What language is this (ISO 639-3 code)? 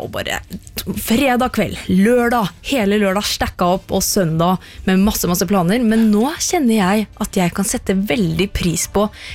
nor